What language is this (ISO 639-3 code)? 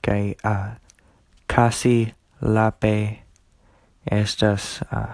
epo